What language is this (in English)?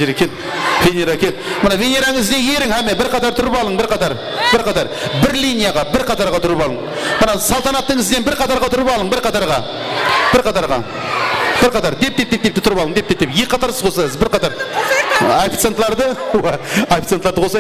Kara-Kalpak